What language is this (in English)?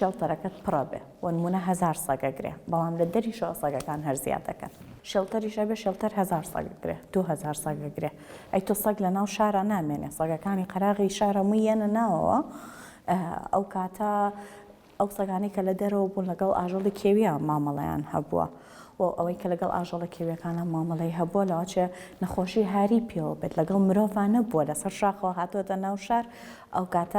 Central Kurdish